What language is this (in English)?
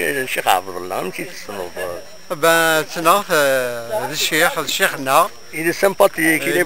Kabyle